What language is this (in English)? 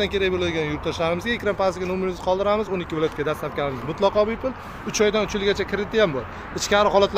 Uzbek